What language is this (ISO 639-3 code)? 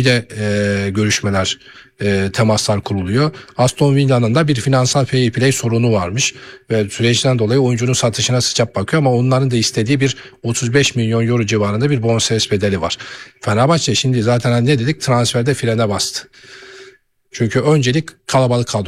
tur